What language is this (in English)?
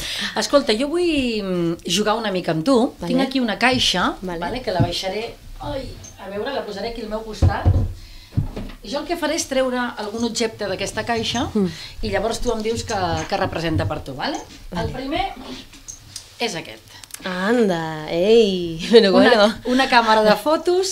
Catalan